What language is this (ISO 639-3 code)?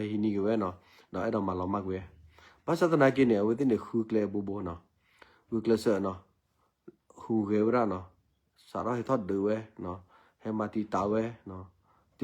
ksw